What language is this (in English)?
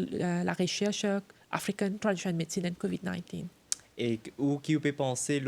Morisyen